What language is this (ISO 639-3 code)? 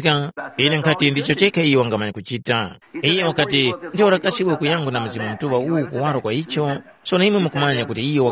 tum